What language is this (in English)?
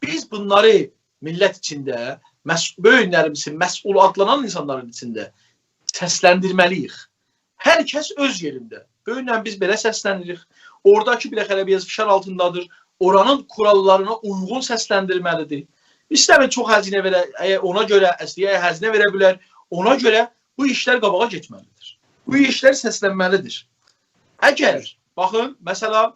South Azerbaijani